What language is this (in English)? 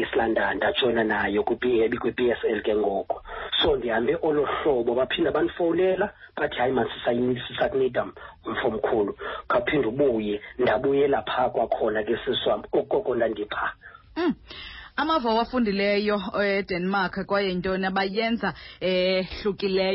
Xhosa